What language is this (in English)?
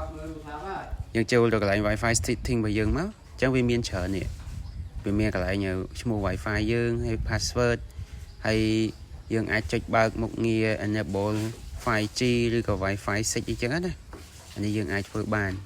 Khmer